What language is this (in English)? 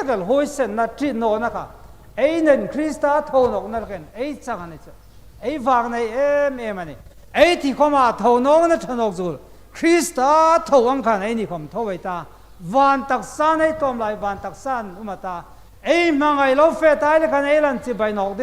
Hmar